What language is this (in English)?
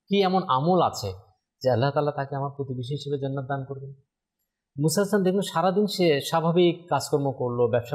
Bangla